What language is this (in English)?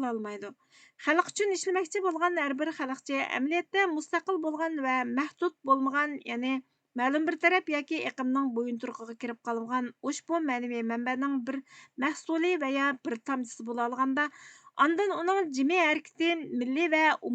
Uyghur